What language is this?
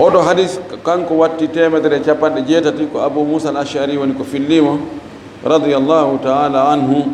Fula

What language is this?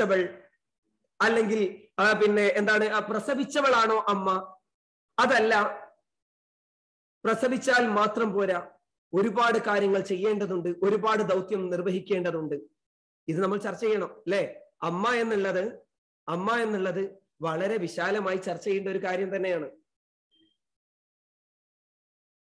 Malayalam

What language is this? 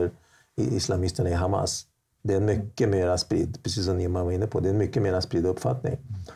Swedish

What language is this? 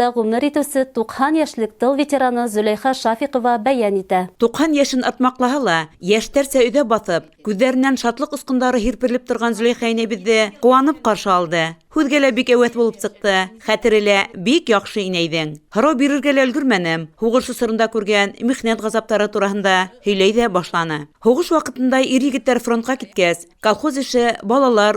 Bashkir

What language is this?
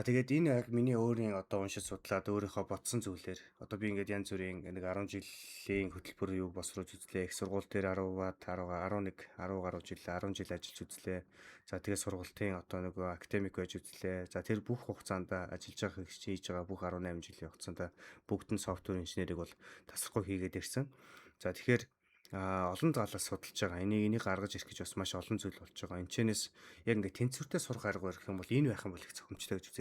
Mongolian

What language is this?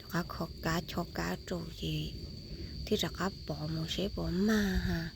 Hmong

